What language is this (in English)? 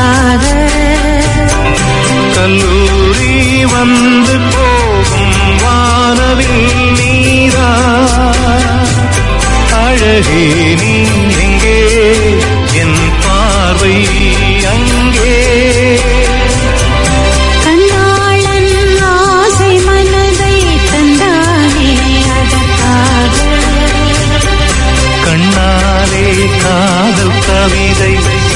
Tamil